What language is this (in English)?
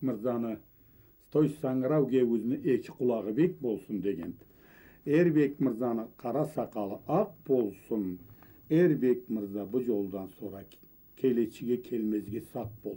Karachay-Balkar